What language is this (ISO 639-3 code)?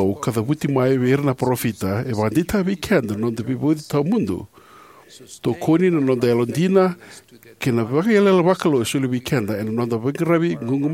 fij